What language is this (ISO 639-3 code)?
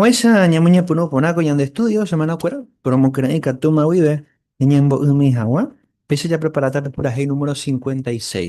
grn